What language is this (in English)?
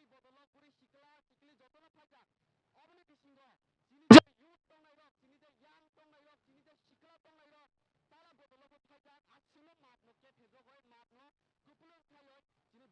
Kok Borok